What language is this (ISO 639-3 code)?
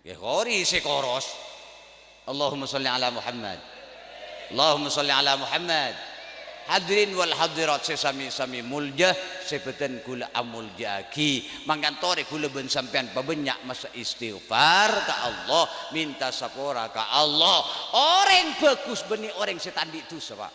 mad